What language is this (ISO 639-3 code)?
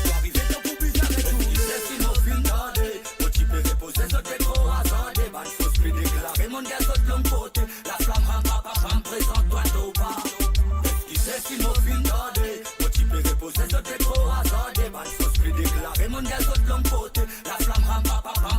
mfe